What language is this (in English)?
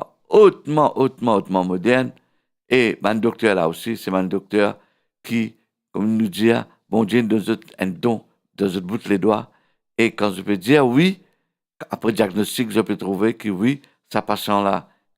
Morisyen